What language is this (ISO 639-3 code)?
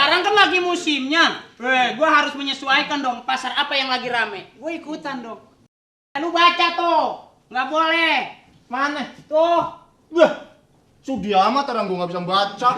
bew